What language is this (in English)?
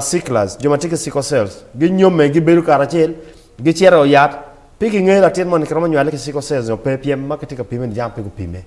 Acoli